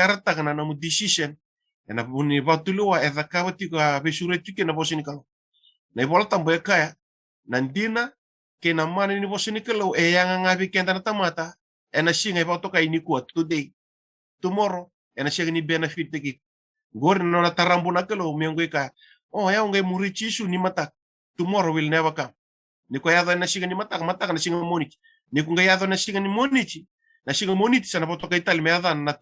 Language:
Fijian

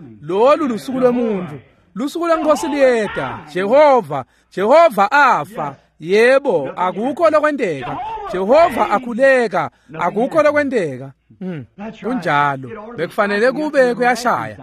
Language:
Swati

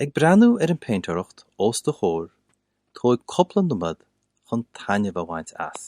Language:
Irish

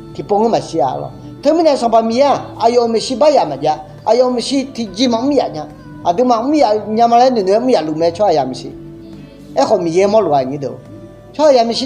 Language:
Akha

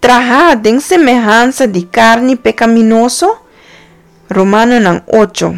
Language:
Papiamento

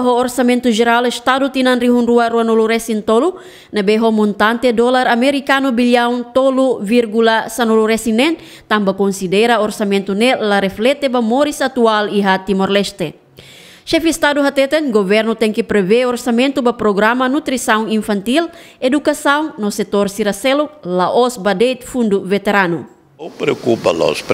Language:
Tetum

